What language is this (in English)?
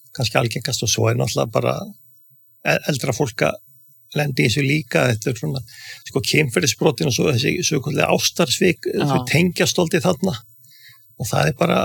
Icelandic